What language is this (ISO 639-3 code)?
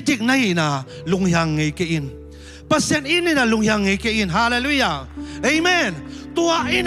ctd